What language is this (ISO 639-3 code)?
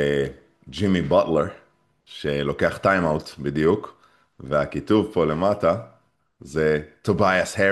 heb